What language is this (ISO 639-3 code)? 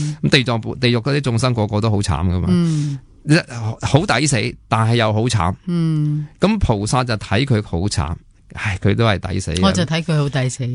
yue